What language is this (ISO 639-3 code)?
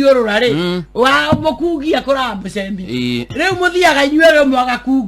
kik